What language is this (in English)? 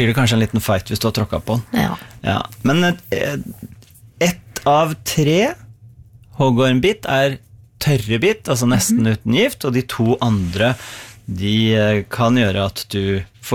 Norwegian